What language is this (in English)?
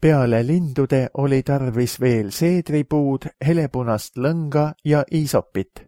Estonian